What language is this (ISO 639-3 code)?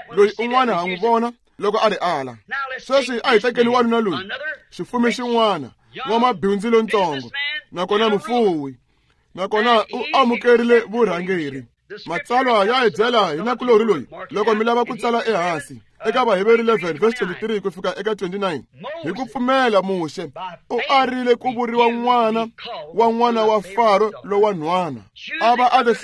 tso